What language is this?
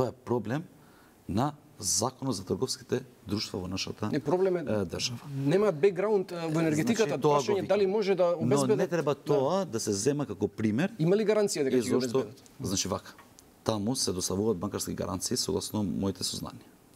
Macedonian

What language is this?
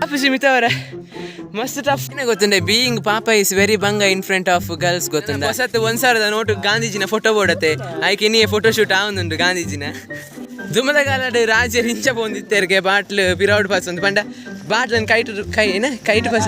Tulu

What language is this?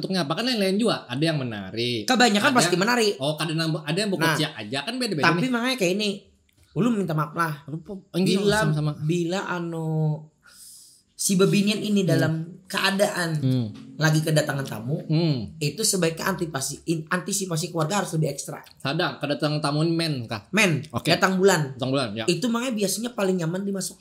Banjar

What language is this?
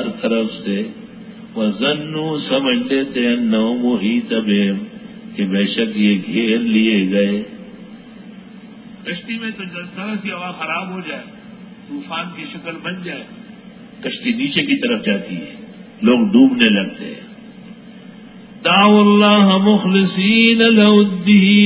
Urdu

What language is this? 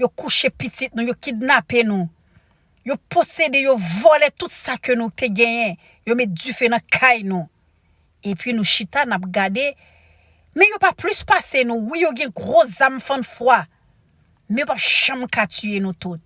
Haitian Creole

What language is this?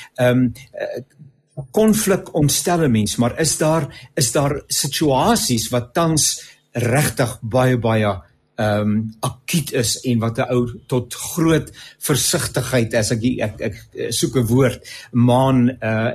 Afrikaans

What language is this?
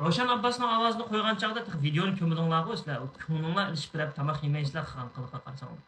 Uyghur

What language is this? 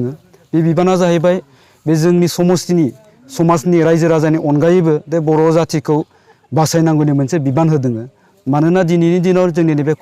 Bodo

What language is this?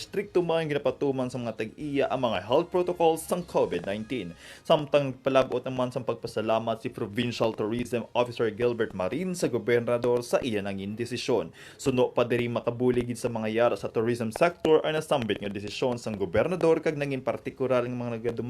Hiligaynon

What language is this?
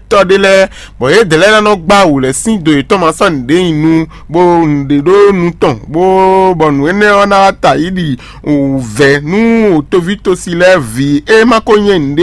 Fon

